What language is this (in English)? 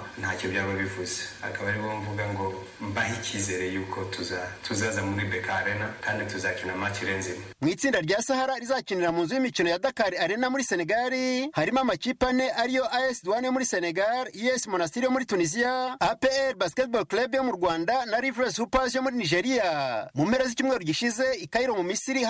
Kinyarwanda